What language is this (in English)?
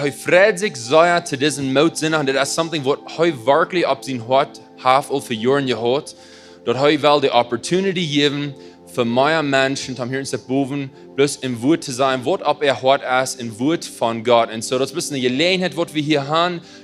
Plautdietsch